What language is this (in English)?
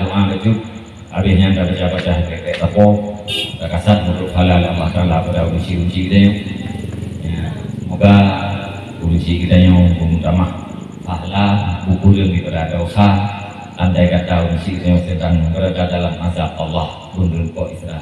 Achinese